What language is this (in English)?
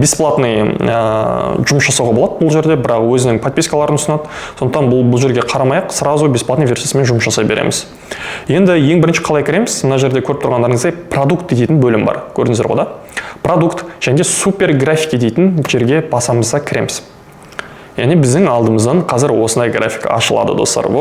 Kazakh